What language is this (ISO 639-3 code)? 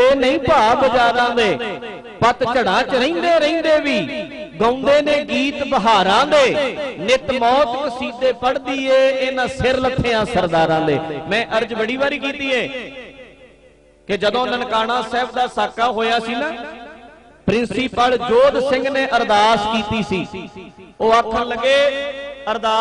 pan